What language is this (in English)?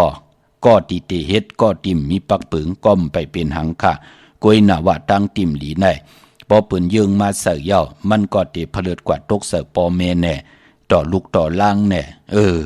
Shan